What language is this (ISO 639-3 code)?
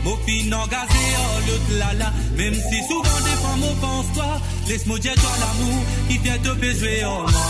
mfe